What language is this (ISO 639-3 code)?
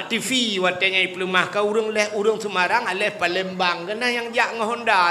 ace